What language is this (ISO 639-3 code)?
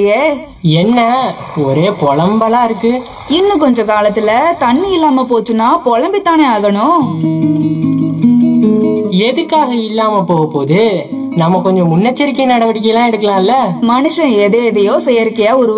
tam